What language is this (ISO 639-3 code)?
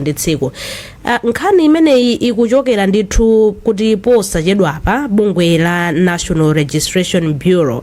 nya